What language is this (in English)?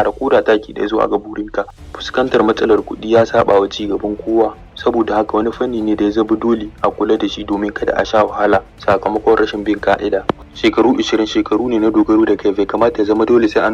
Hausa